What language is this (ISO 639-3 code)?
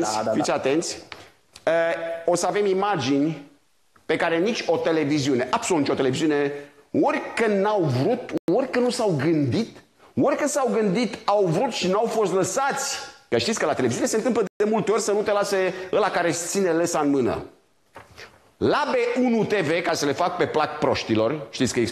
ron